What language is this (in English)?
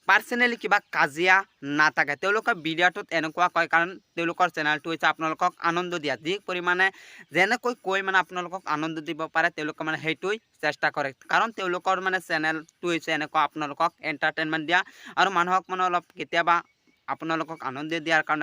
Assamese